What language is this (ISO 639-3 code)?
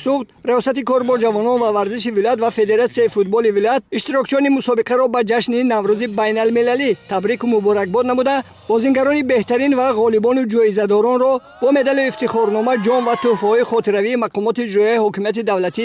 tgk